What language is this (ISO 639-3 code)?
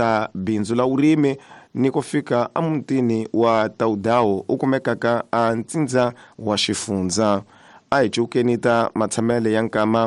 tso